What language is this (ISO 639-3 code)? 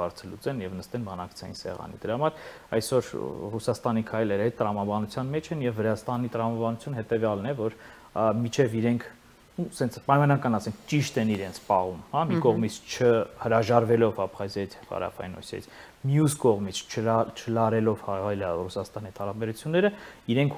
hye